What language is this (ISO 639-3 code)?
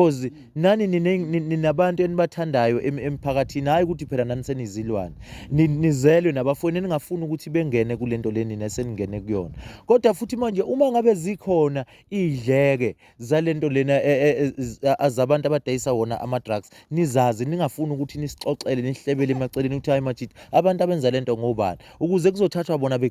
zul